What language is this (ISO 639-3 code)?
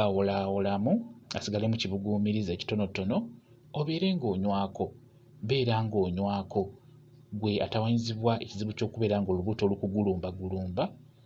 lug